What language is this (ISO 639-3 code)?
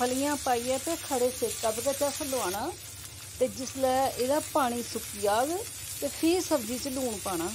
doi